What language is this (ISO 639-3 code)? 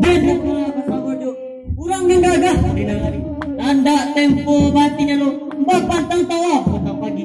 min